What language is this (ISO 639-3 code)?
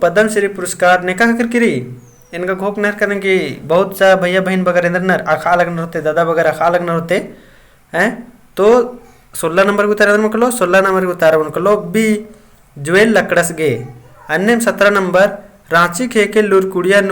kru